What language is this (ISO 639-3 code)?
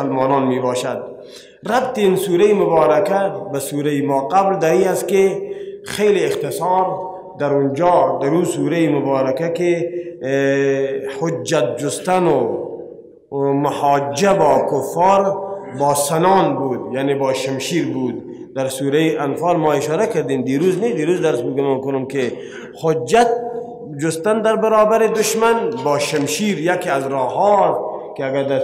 fas